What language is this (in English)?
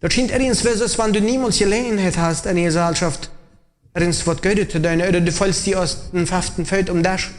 Plautdietsch